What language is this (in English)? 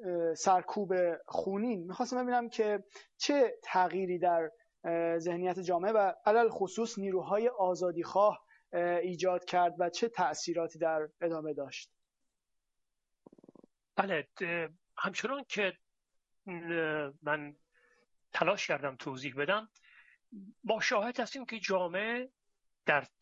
Persian